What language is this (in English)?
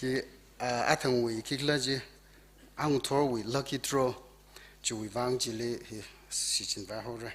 Tangkhul Naga (India)